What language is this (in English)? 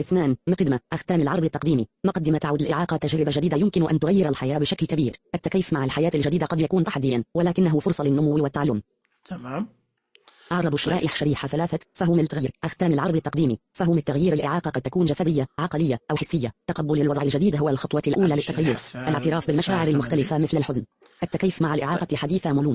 Najdi Arabic